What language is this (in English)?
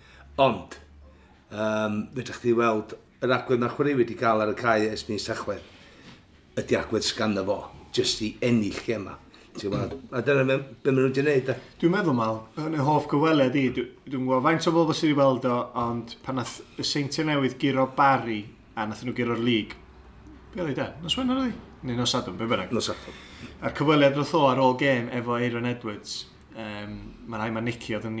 Welsh